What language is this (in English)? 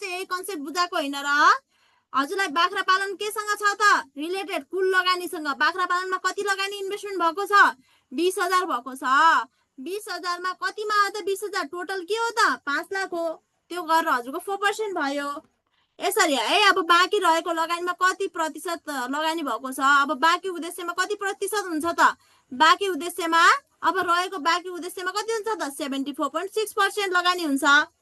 Nepali